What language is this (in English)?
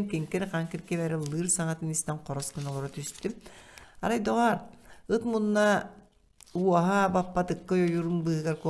Yakut